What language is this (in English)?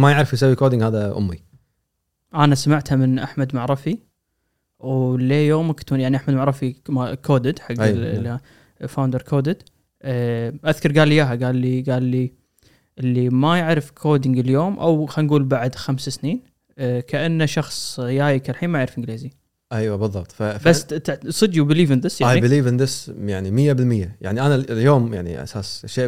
Gulf Arabic